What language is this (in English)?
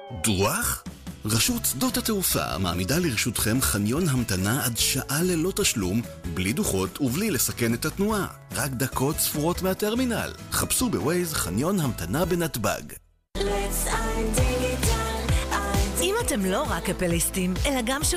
Hebrew